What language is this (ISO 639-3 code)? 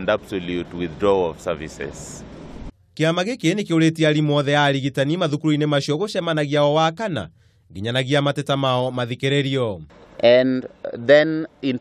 kik